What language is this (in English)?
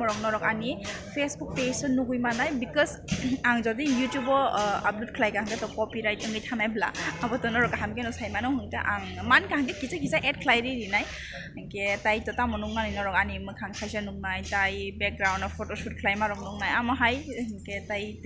Kok Borok